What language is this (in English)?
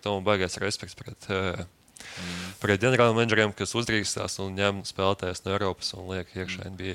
Latvian